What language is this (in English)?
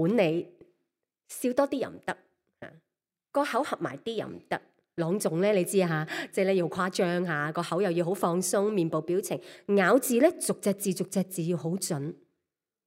Cantonese